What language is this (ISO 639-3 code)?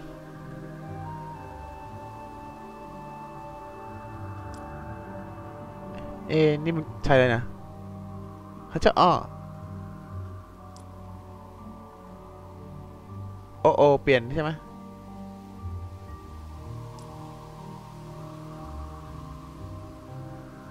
tha